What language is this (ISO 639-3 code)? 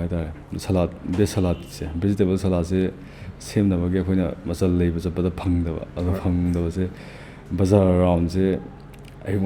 mni